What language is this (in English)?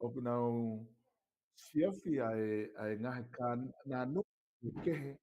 Tongan